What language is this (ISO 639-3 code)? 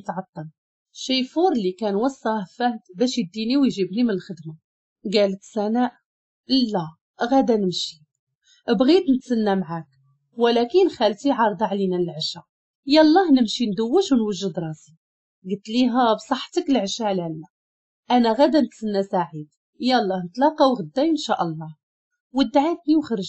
ary